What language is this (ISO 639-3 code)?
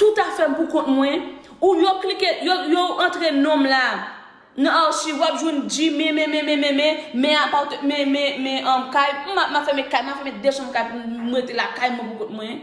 hat